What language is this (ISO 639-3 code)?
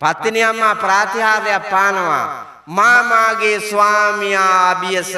sin